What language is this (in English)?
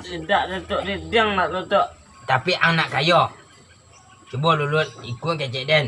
Minangkabau